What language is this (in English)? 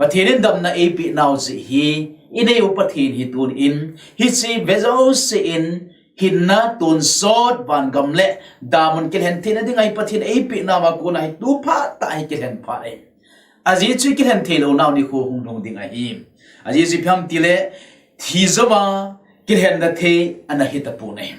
Thado Chin